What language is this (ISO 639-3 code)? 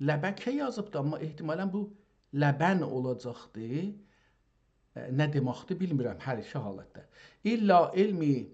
azb